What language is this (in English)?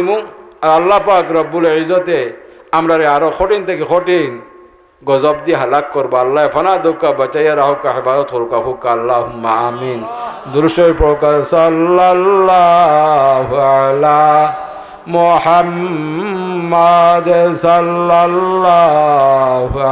Sylheti